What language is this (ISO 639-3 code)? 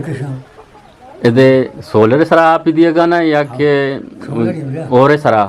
bgp